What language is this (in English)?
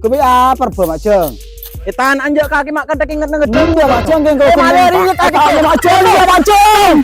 Madurese